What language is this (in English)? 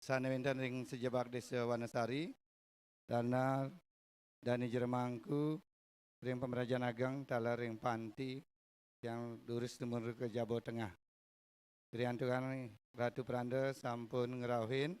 Balinese